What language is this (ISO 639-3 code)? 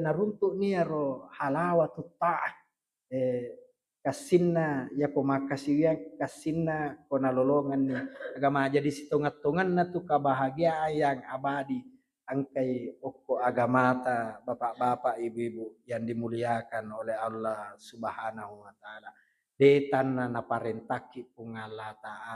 bug